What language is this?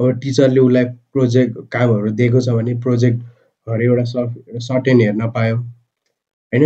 Nepali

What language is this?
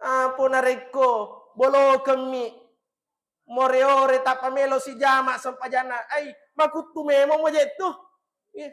Buginese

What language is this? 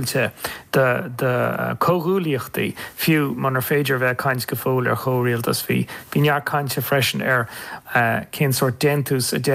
Irish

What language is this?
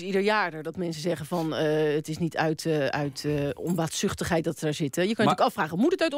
Dutch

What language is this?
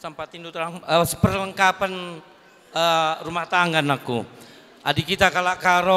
Batak Karo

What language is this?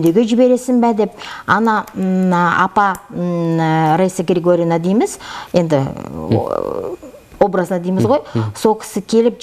Kazakh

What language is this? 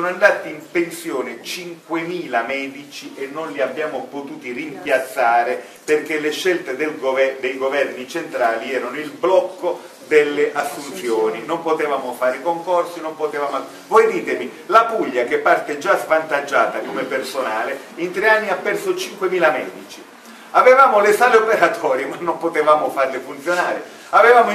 Italian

